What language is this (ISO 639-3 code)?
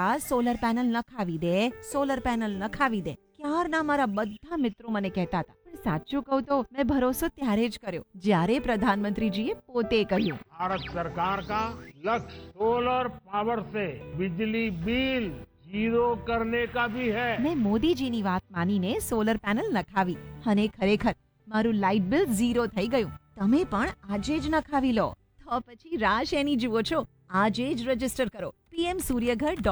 guj